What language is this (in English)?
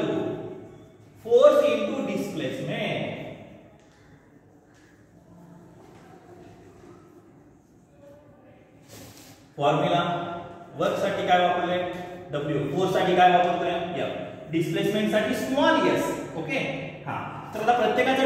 Marathi